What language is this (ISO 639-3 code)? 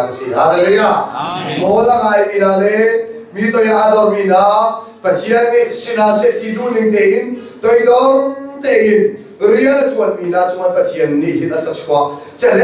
cnh